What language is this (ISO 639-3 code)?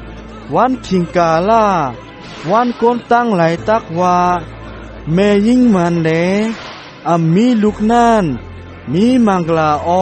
shn